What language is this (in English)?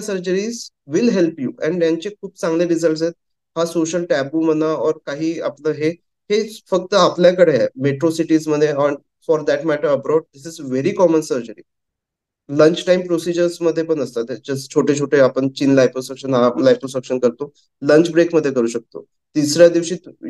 Marathi